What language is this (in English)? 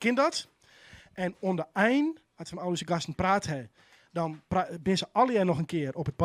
Western Frisian